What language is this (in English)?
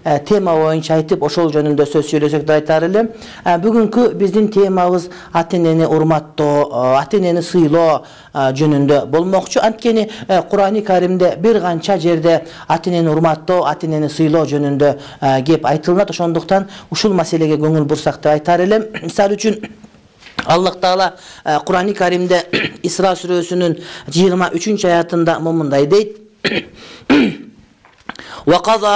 Kyrgyz